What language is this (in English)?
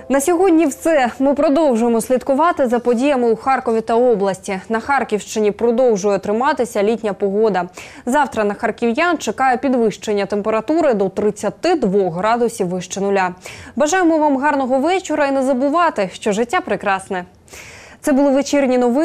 Ukrainian